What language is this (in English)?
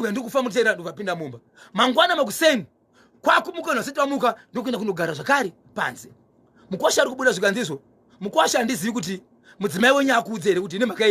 Shona